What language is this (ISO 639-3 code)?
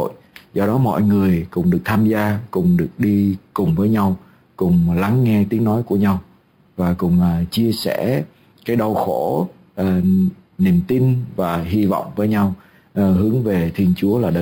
vie